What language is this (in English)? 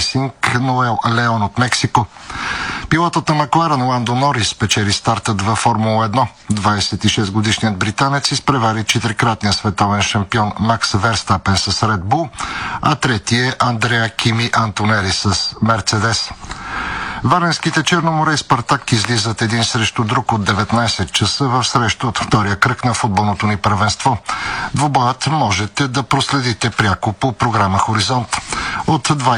Bulgarian